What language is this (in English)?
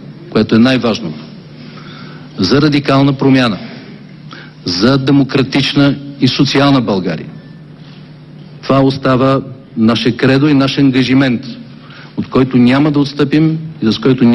Bulgarian